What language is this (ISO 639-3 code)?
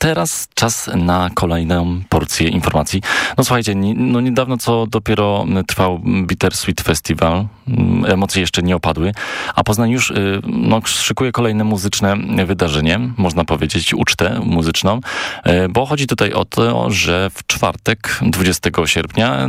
pol